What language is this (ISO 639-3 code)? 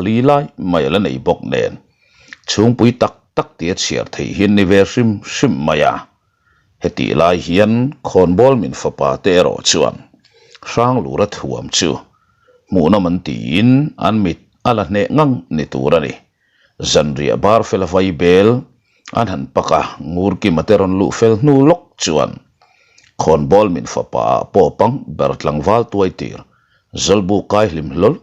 lus